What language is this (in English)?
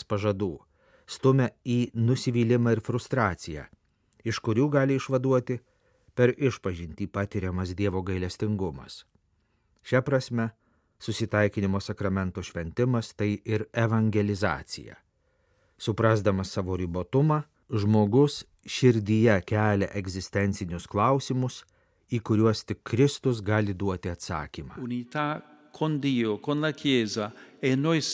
Lithuanian